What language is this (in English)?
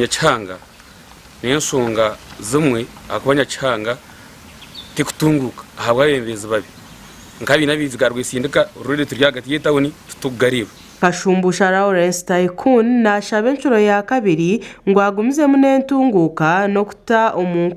Nyankole